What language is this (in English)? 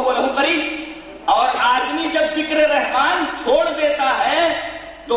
Urdu